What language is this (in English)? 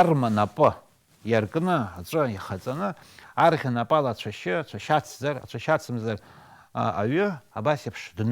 Abkhazian